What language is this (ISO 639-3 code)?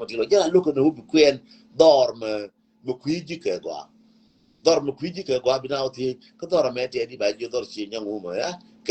nus